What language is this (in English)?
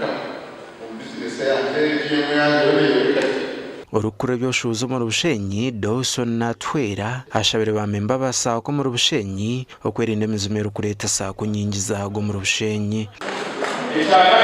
Nyankole